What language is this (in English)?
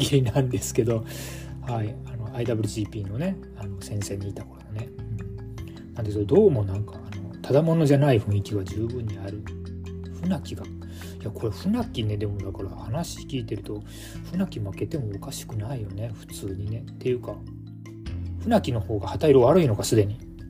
Japanese